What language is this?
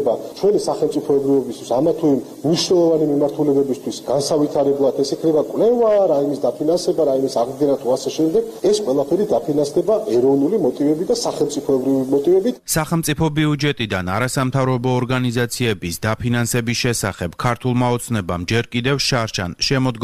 Georgian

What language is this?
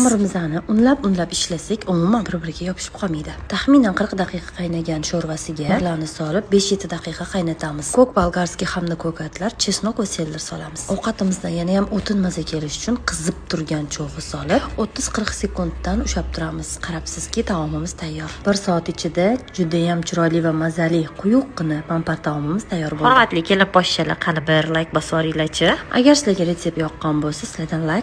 Uzbek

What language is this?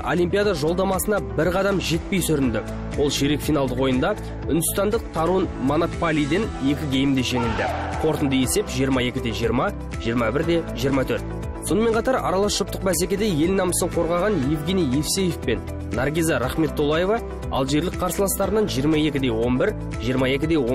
Kazakh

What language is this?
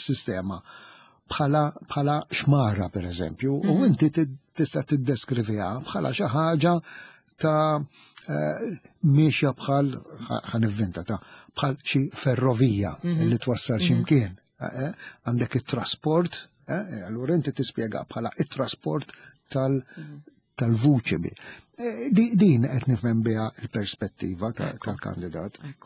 Maltese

